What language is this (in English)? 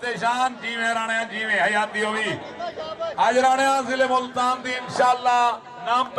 Saraiki